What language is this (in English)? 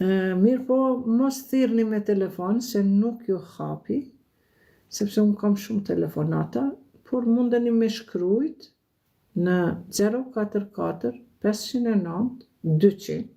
Albanian